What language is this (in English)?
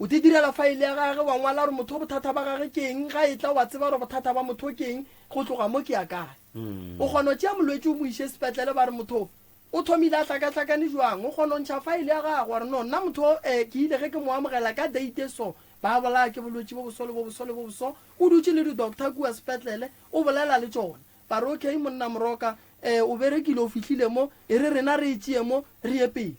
Northern Sotho